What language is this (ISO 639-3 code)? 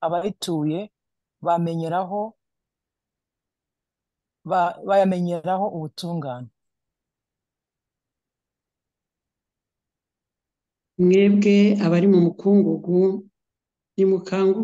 kin